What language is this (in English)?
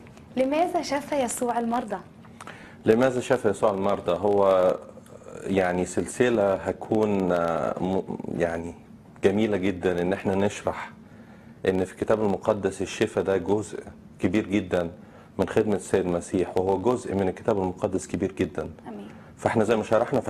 Egyptian Arabic